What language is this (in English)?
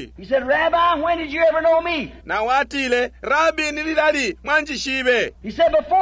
Bemba